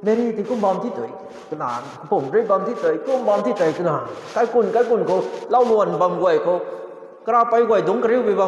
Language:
Rongmei Naga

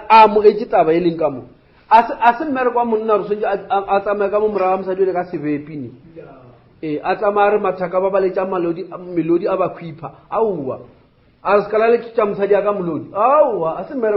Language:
Northern Sotho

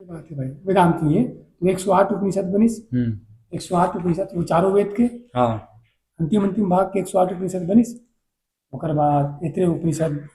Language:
Chhattisgarhi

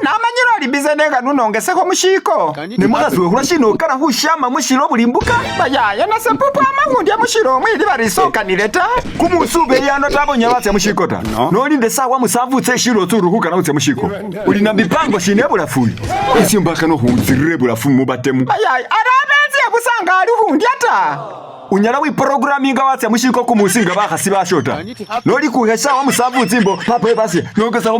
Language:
Masaaba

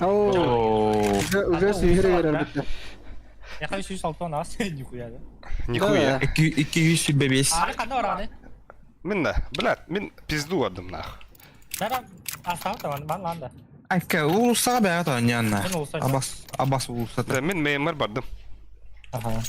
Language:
Yakut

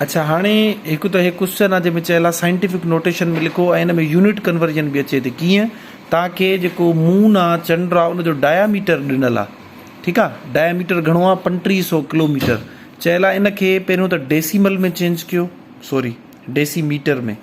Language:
Sindhi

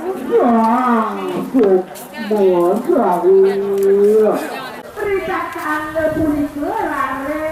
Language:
Balinese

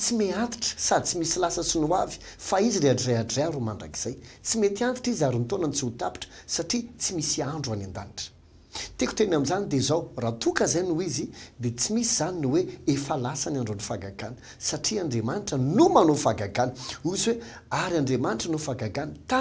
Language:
Malagasy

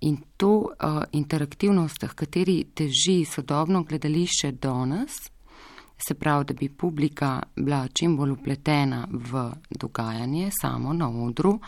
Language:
Slovenian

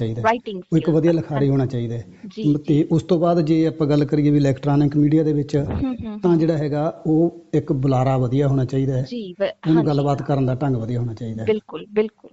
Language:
Punjabi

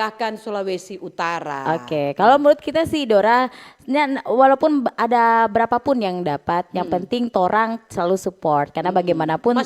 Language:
Manado Malay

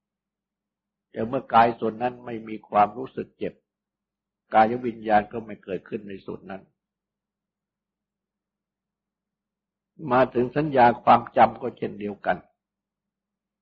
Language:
Thai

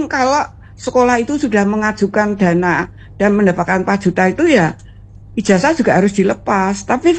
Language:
Indonesian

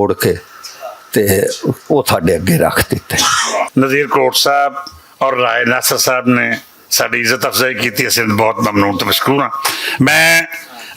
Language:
Western Panjabi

